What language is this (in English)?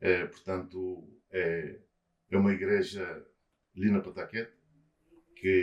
Kabuverdianu